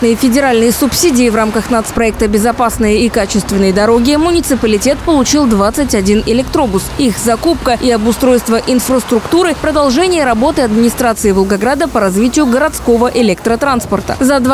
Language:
Russian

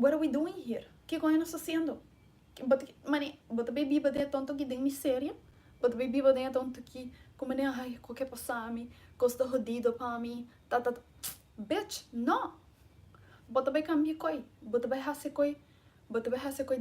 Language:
Papiamento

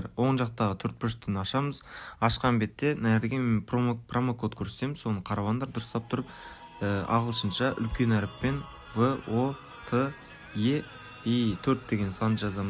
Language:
Kara-Kalpak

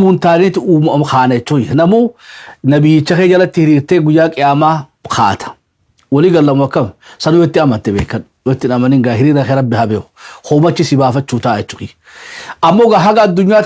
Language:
Oromo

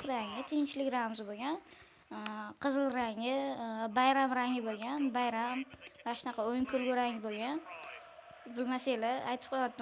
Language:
Uzbek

